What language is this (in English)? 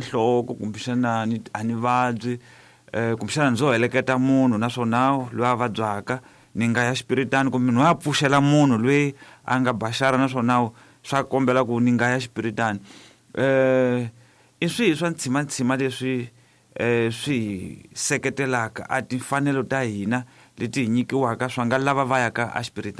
Tsonga